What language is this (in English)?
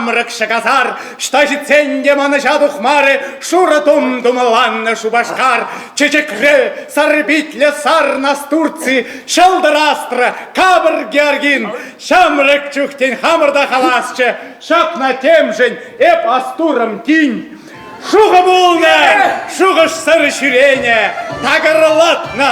Chuvash